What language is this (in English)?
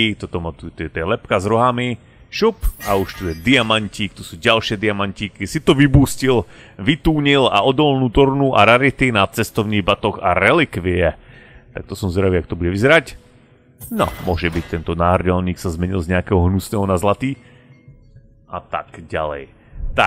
Slovak